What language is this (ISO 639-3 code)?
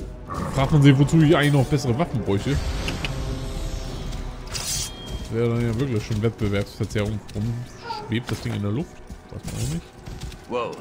deu